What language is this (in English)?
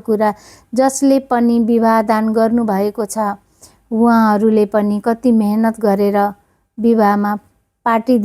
Nepali